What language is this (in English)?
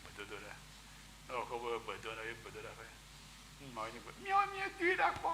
Ewe